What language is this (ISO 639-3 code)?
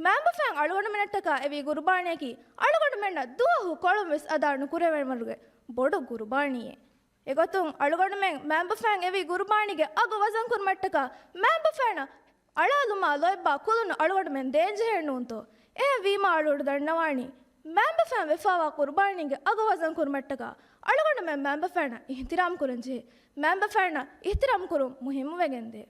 div